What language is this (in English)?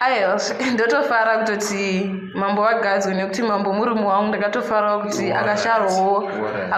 Shona